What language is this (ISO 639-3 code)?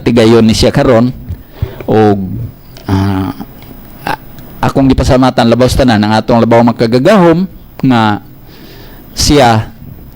ceb